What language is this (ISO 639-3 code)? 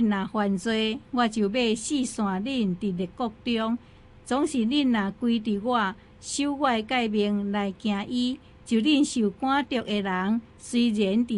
nan